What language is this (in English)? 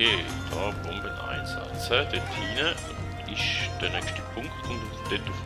Swiss German